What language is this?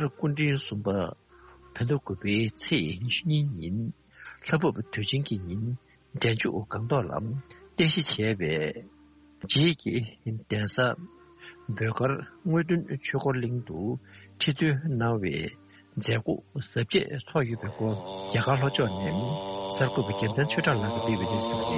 Tibetan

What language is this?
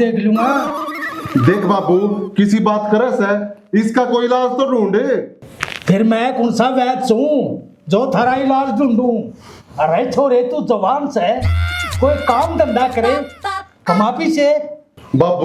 Haryanvi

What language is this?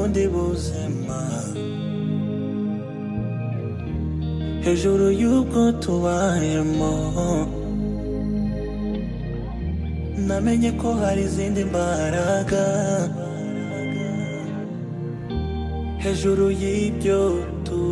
Kinyarwanda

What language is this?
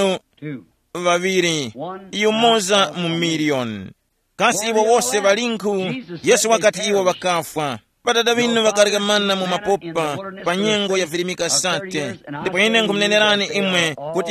Tumbuka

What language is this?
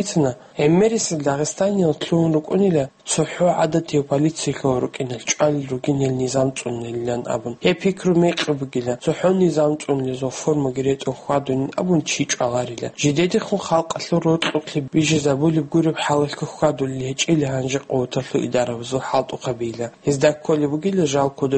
Avaric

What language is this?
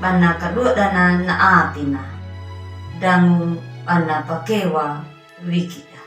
Anakalangu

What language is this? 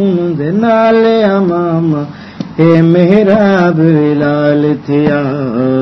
Saraiki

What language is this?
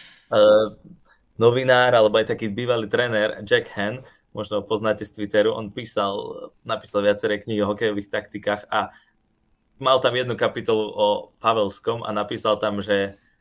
Slovak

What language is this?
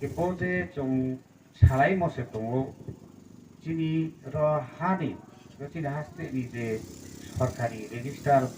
Riang (India)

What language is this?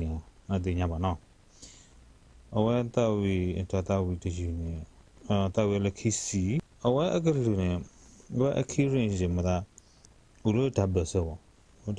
S'gaw Karen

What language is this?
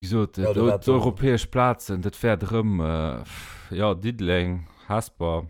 Luxembourgish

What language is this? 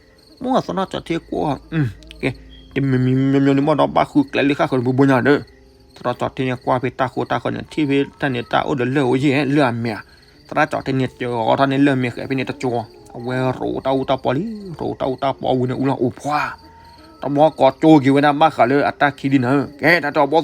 S'gaw Karen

